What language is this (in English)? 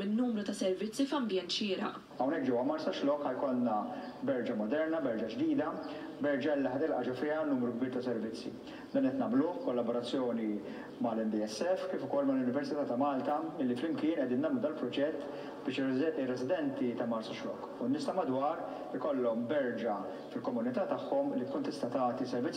Maltese